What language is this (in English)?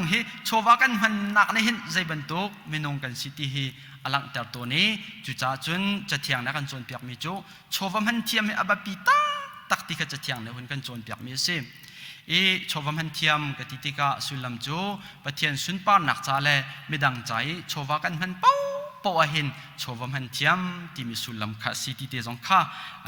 Hakha Chin